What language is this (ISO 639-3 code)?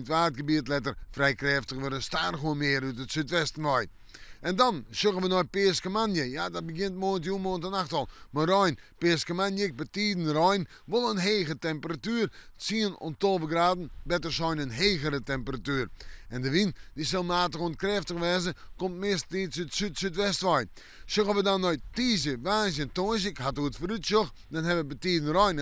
fry